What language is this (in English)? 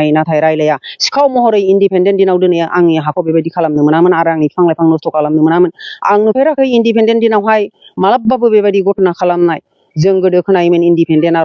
Bodo